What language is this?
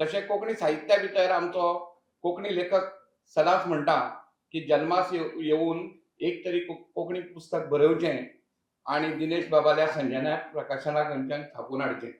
Konkani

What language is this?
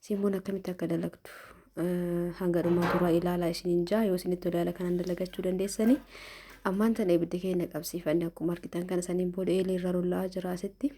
Oromo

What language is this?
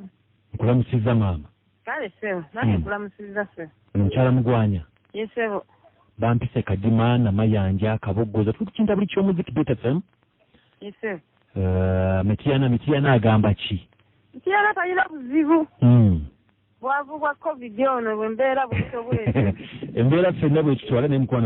Ganda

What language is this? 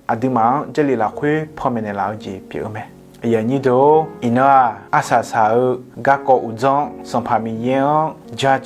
Akha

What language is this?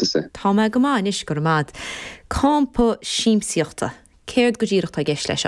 Irish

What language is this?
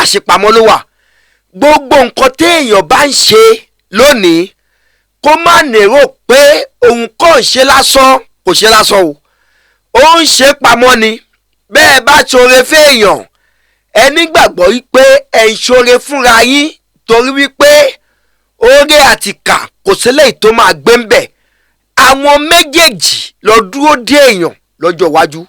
Yoruba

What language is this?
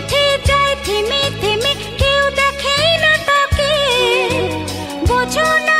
Bangla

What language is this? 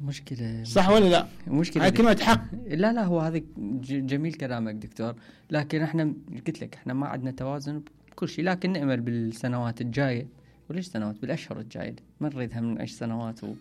Mesopotamian Arabic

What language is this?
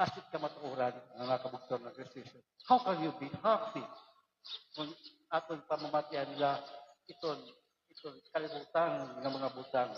Waray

